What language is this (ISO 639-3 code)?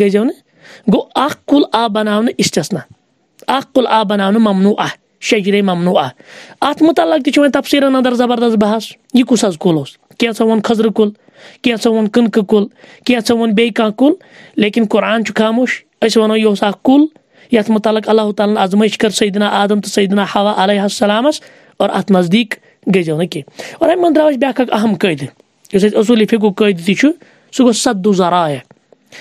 kas